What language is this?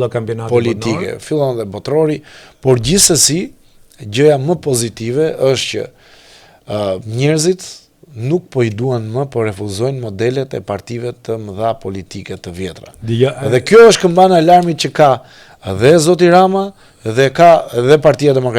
Albanian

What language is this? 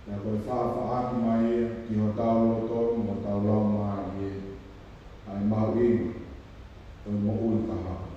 Tongan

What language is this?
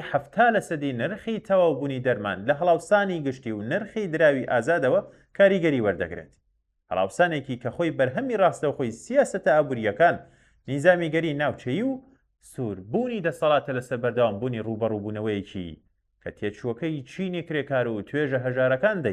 Central Kurdish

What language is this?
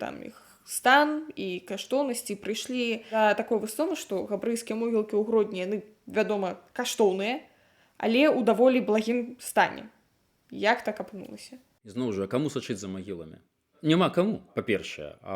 Belarusian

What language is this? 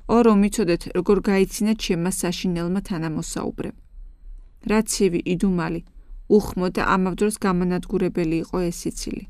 Georgian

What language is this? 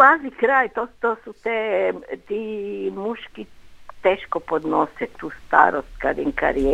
Croatian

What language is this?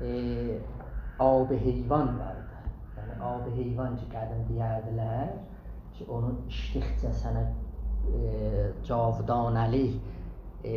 South Azerbaijani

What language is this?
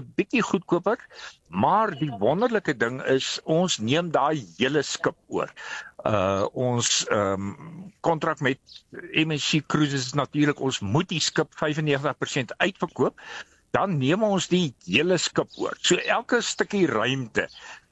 Afrikaans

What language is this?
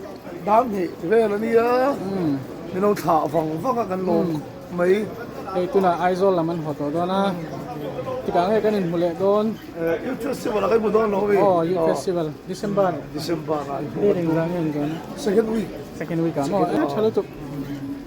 Hmar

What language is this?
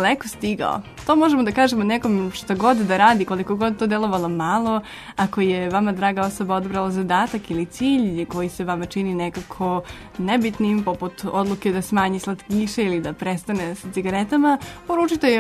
Serbian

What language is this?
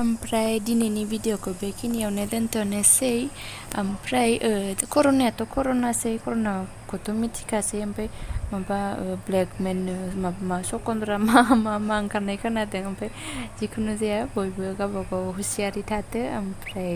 Bodo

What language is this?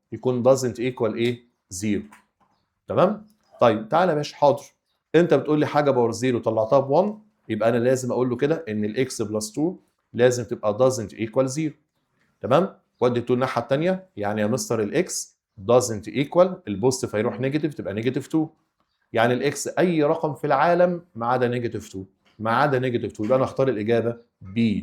Egyptian Arabic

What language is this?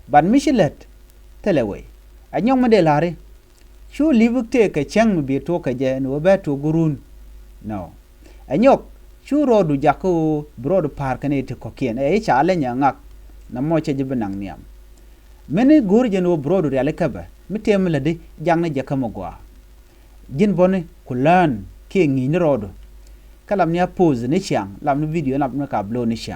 Nuer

